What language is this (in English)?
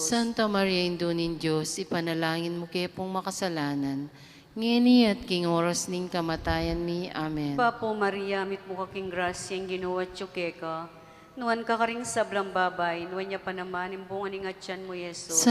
Pampanga